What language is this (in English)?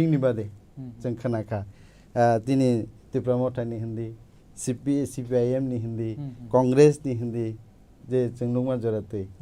Kok Borok